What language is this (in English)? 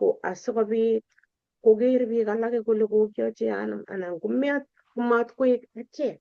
Kalenjin